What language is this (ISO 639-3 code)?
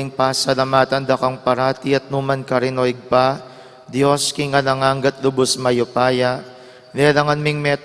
pam